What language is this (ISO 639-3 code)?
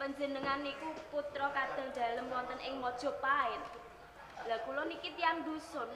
jav